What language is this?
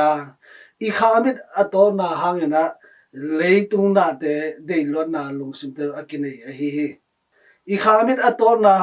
Tedim Chin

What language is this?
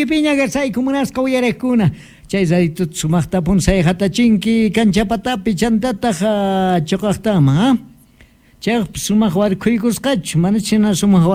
Quechua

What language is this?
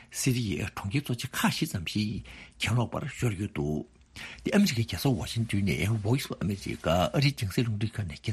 Tibetan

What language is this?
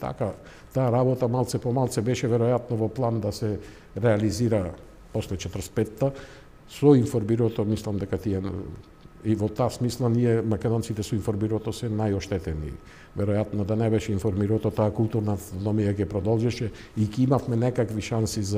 Macedonian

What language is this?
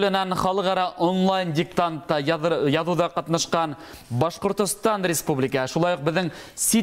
Bashkir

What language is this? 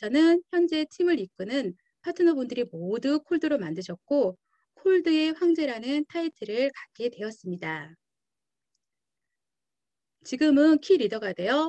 Korean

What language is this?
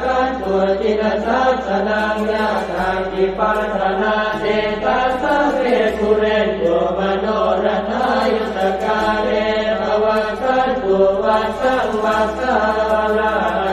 Pali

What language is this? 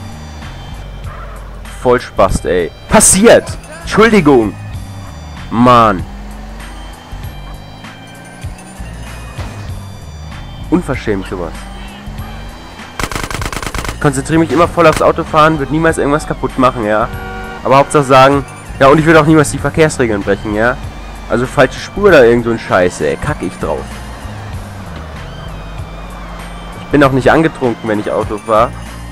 German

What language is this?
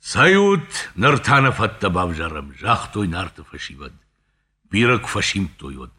Ossetic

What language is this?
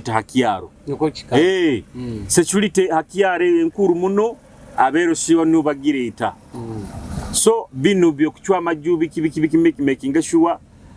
Nyoro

